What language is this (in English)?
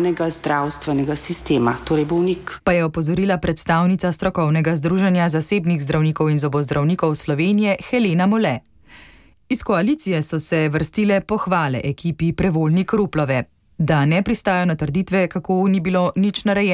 Slovenian